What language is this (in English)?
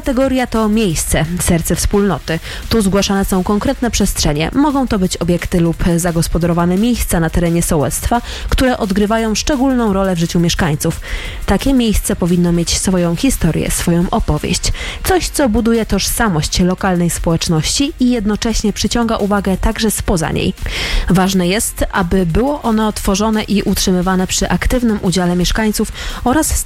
Polish